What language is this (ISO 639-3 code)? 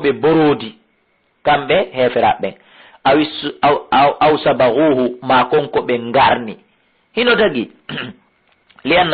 ful